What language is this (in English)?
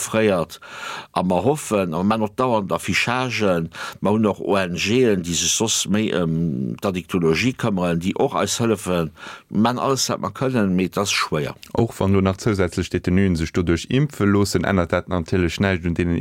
Luxembourgish